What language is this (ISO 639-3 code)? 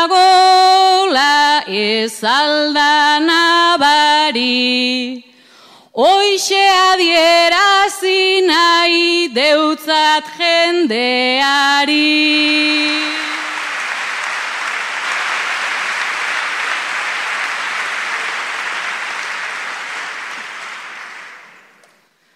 eus